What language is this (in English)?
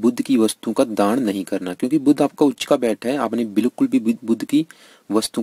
Hindi